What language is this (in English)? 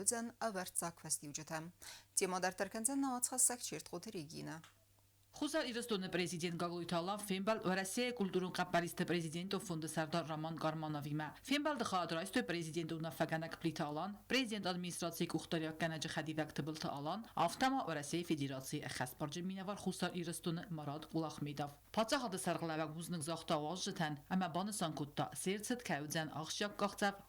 Ossetic